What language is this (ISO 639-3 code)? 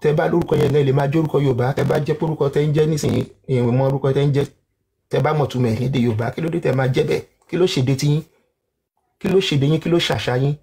yor